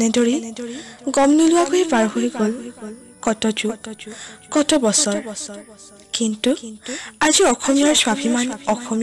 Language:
Assamese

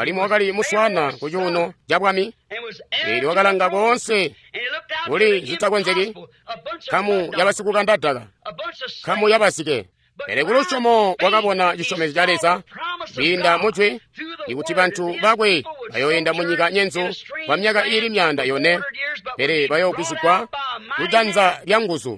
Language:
Tonga (Zambia)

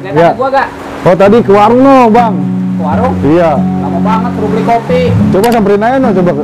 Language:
Betawi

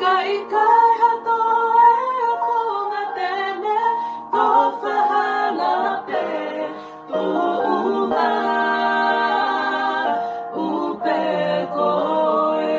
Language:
Tongan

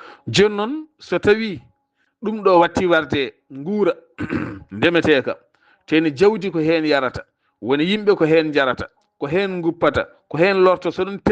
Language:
Fula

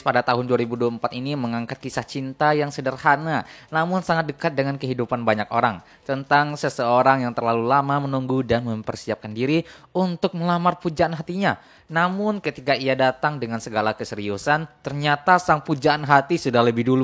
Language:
Indonesian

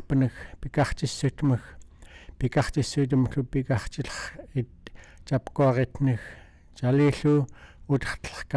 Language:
Central Yupik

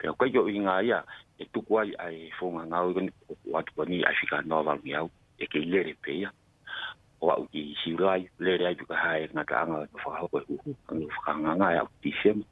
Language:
Tongan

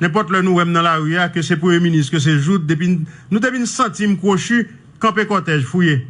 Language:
Haitian Creole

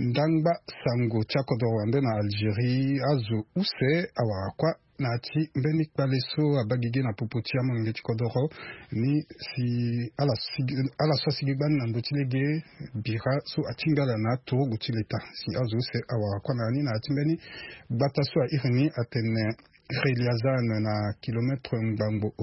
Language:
Sango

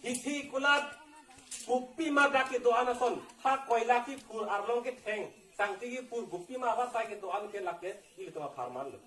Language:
Karbi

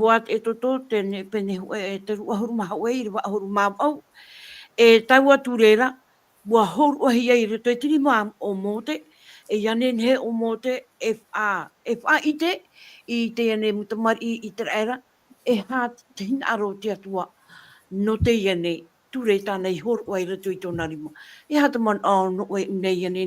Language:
Tahitian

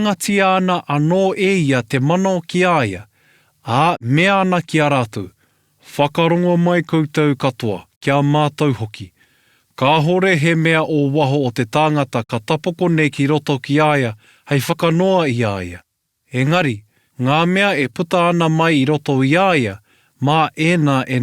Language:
Māori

